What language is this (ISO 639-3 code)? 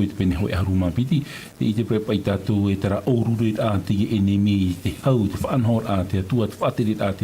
tah